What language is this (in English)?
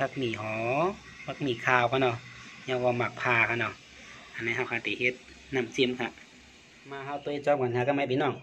Shan